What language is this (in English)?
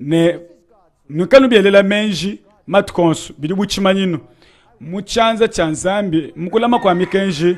Luba-Lulua